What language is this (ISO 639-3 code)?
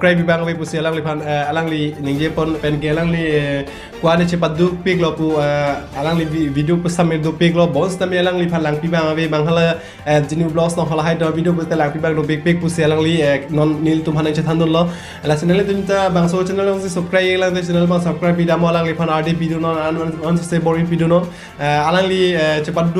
mjw